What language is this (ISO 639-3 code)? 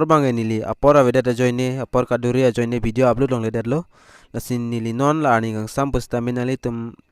mjw